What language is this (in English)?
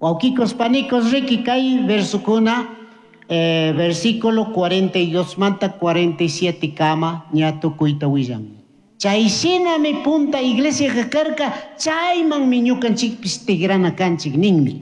Chimborazo Highland Quichua